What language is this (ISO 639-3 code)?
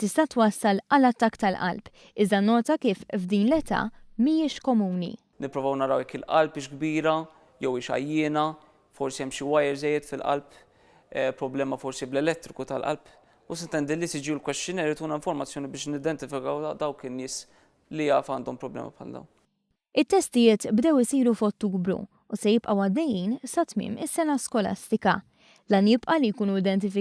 mlt